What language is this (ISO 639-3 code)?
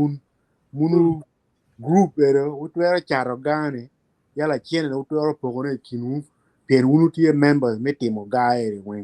ach